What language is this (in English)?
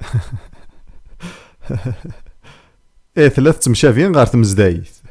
Kabyle